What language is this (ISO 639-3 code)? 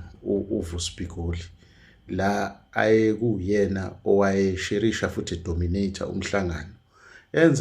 zul